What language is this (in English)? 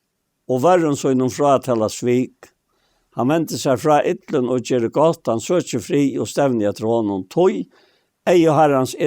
Faroese